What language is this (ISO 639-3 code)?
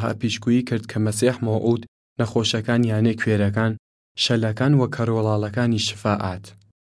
sdh